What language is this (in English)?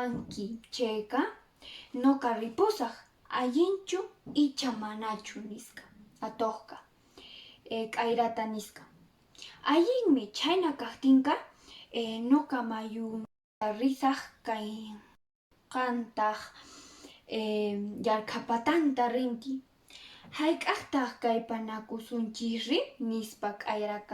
Quechua